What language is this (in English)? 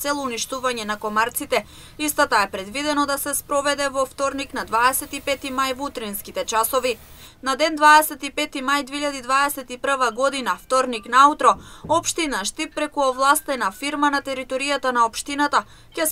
Macedonian